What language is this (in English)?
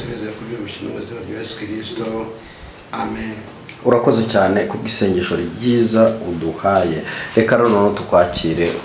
Kinyarwanda